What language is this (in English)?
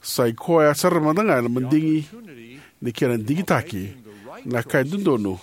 Fijian